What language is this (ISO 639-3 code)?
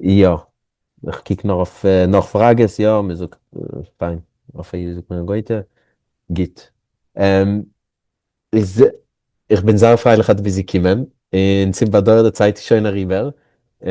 yid